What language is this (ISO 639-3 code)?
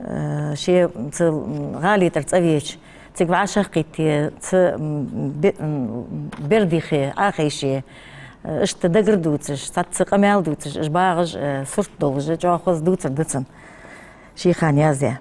inh